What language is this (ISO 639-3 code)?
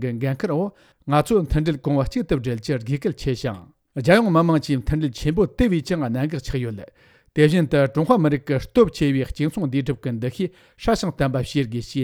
bod